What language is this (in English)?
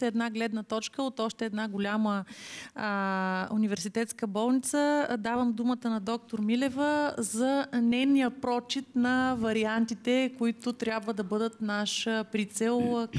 Bulgarian